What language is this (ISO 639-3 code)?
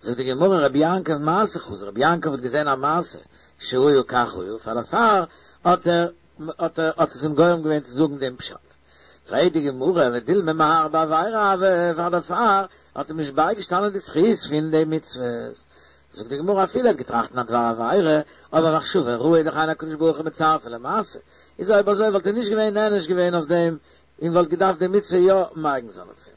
yid